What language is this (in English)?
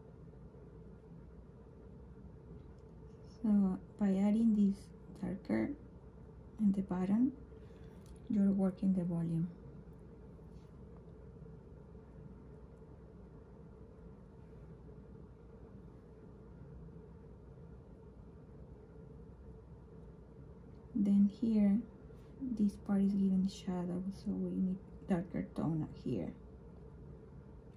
English